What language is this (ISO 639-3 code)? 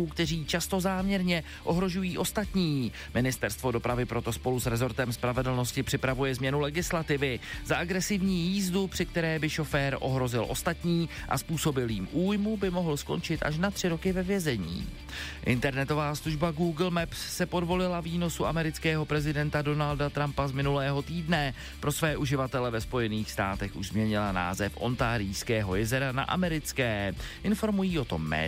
ces